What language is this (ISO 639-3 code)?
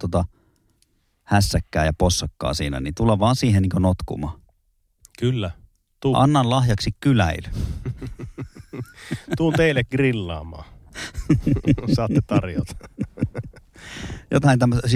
fin